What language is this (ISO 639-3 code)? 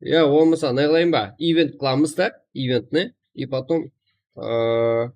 kaa